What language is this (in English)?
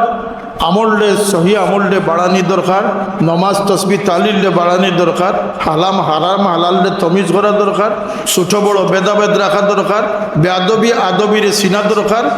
Sylheti